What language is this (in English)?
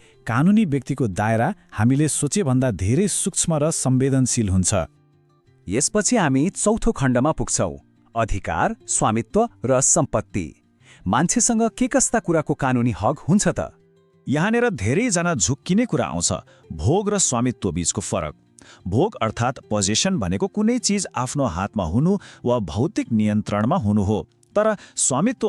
Nepali